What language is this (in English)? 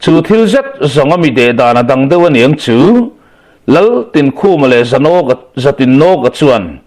Mizo